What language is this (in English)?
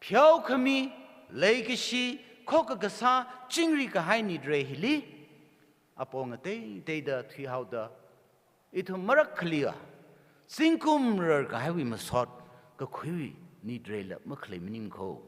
Tangkhul Naga (India)